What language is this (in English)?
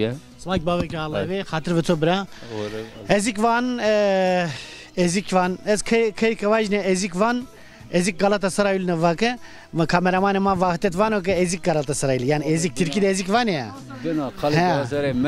Zaza